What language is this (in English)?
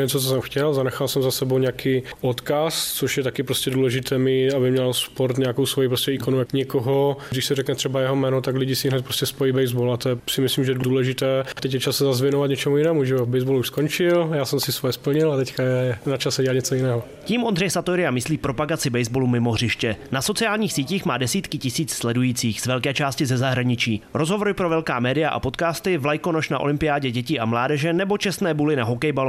Czech